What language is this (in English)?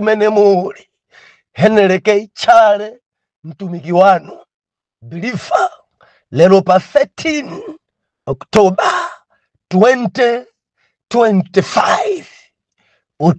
Nyanja